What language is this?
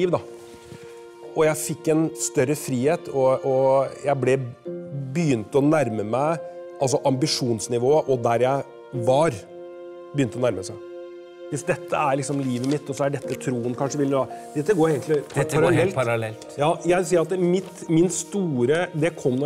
Norwegian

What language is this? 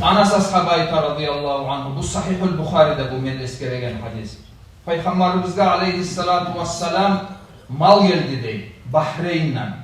Kumyk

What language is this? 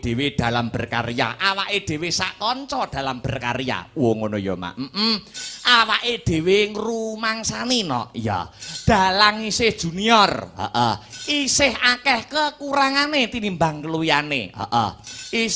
Javanese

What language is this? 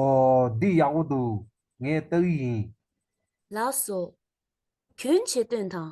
Tibetan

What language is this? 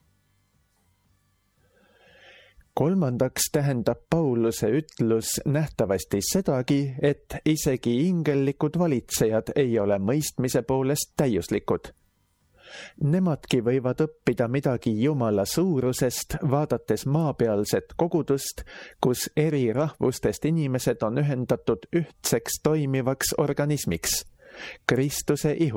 Estonian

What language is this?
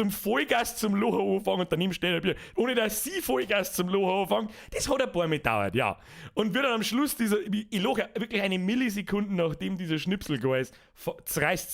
Bavarian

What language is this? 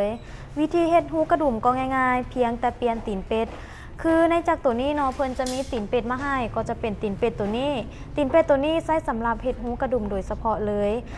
Lao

